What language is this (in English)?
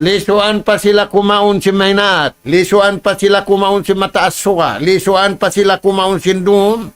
Tausug